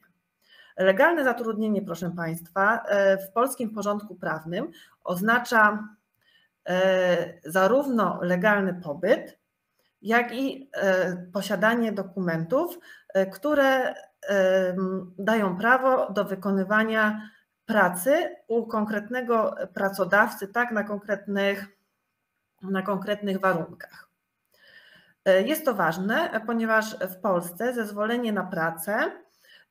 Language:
Polish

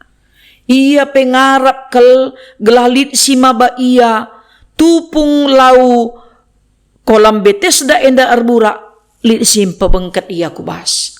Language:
Batak Karo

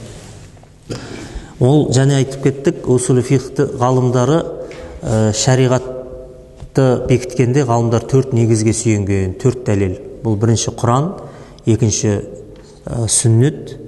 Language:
Kazakh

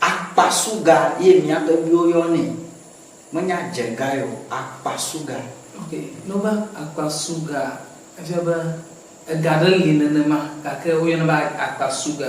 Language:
Ewe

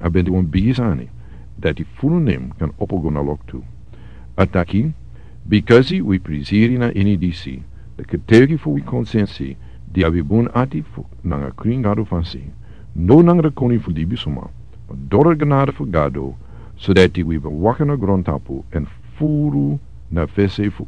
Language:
Sranan Tongo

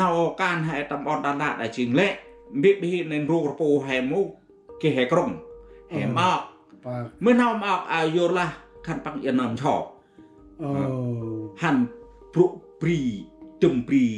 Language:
Central Mnong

